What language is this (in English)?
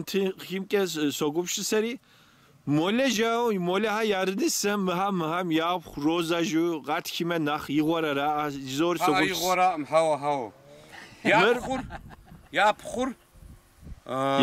Kabardian